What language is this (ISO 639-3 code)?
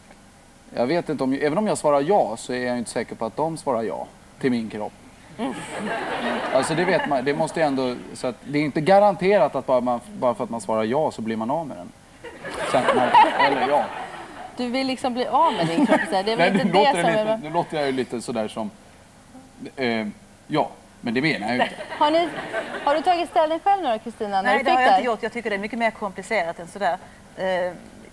swe